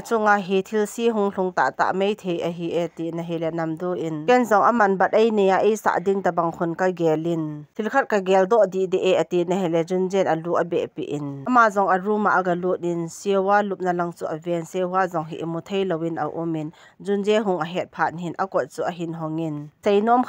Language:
Thado Chin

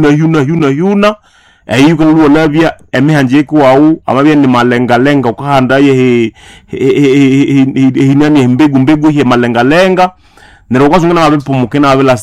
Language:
Nande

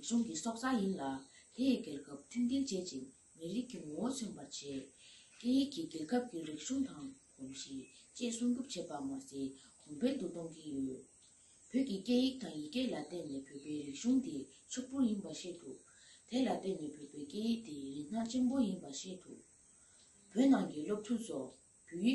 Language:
Tibetan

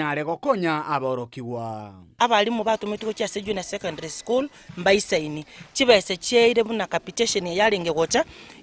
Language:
Gusii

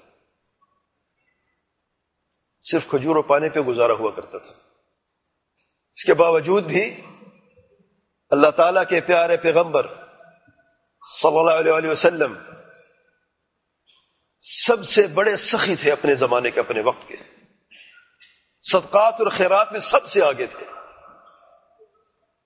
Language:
Urdu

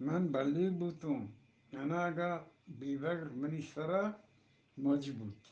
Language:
Eastern Balochi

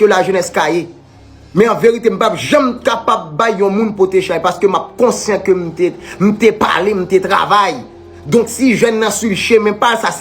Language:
Haitian Creole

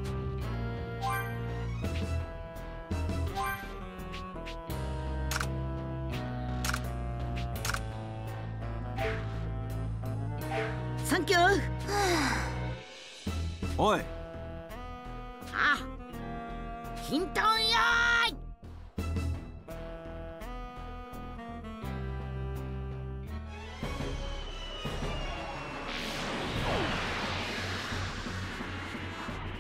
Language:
Japanese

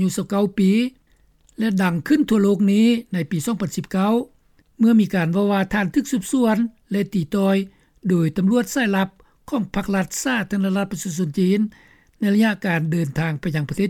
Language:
Lao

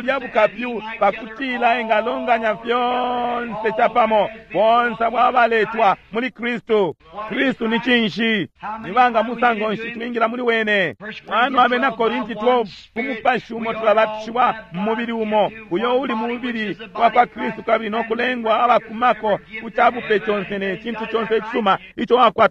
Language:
Bemba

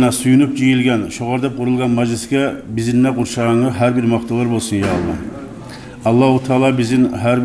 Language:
Kumyk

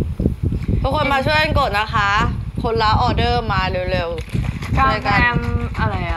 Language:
Thai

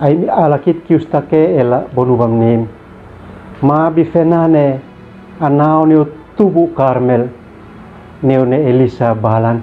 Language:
Uab Meto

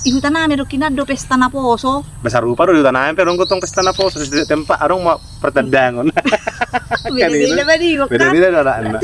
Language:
Batak Toba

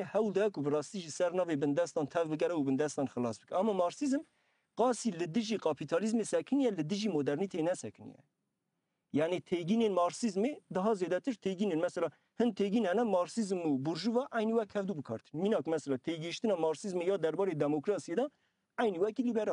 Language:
Kurdish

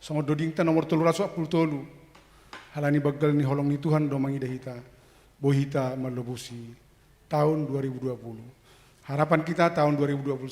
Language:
Batak Simalungun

